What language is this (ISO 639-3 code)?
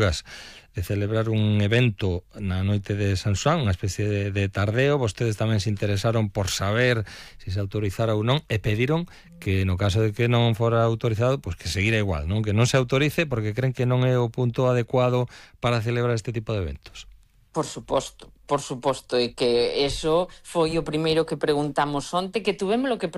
glg